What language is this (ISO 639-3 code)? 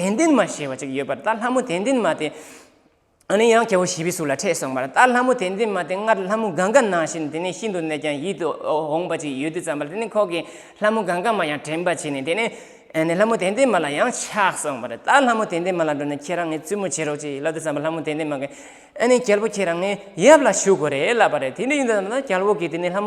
bod